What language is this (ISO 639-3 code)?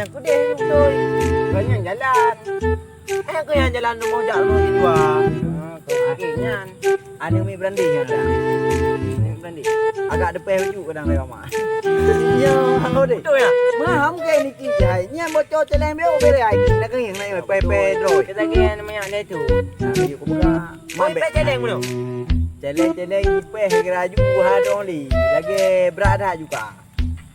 ace